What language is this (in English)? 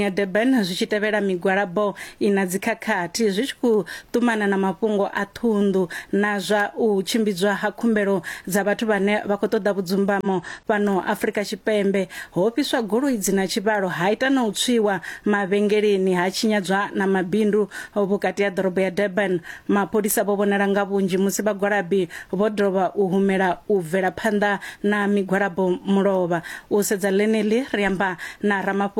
Venda